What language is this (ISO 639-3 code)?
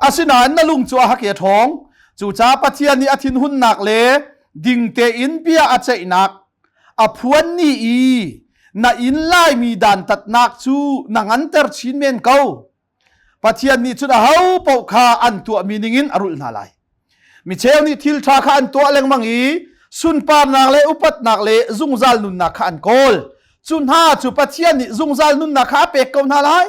cnh